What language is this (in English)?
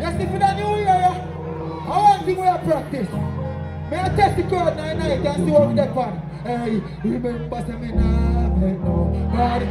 Jamaican Creole English